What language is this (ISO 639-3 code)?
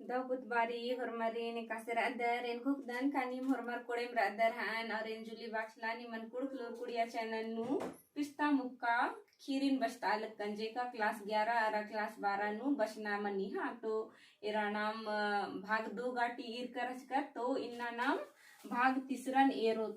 kru